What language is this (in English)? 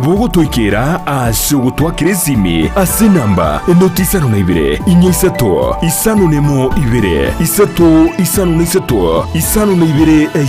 Gusii